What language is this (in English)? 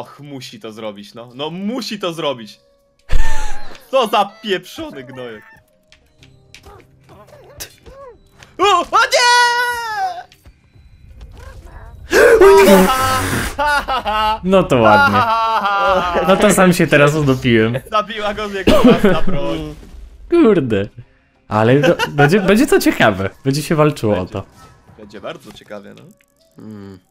Polish